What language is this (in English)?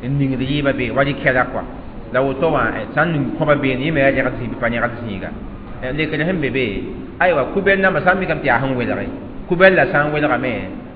Mossi